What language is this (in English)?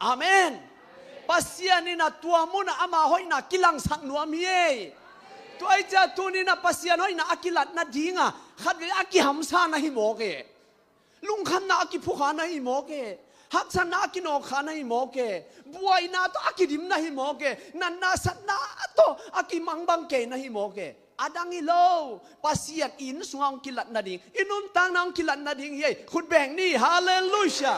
Tedim Chin